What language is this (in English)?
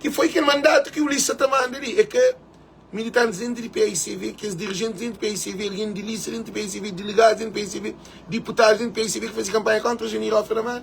Kabuverdianu